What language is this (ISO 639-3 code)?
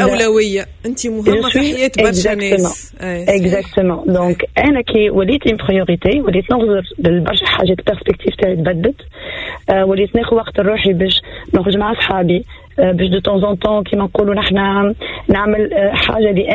aeb